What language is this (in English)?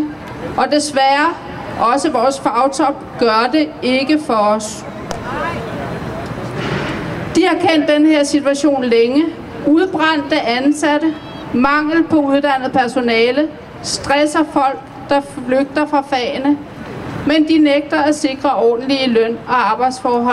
Danish